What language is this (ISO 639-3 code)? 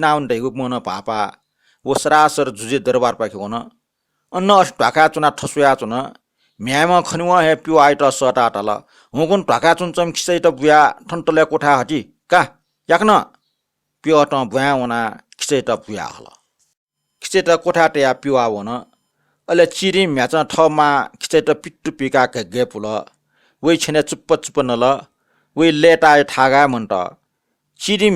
new